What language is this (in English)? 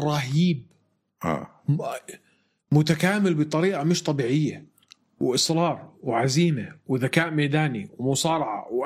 North Levantine Arabic